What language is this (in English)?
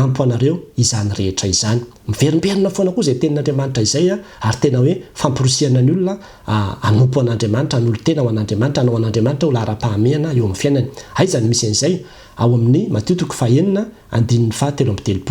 Malagasy